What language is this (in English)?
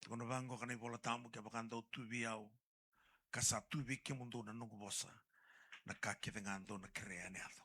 Fijian